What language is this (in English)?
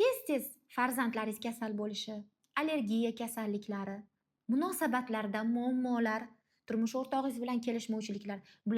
Uzbek